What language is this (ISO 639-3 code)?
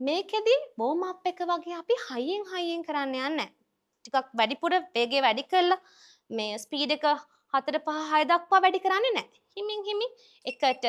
sin